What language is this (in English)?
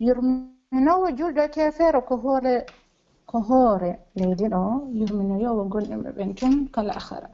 Pular